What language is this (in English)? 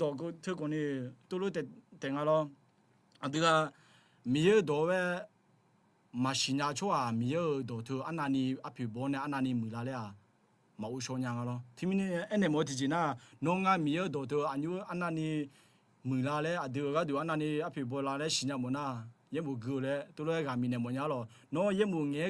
Akha